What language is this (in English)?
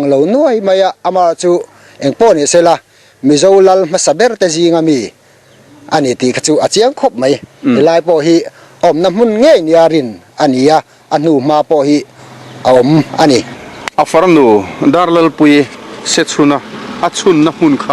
Mizo